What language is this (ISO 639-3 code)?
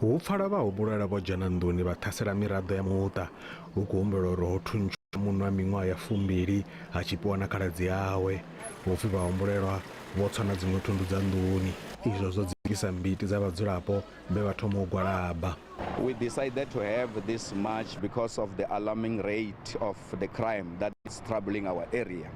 ven